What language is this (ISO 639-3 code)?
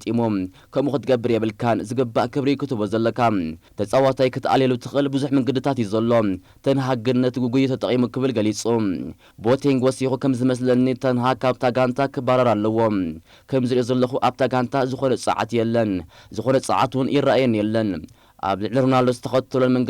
tir